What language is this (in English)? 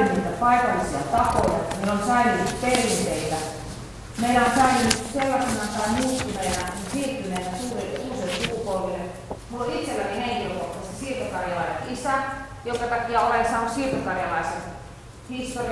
Finnish